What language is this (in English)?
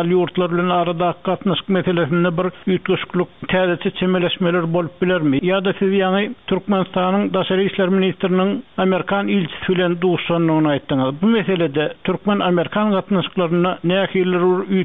Turkmen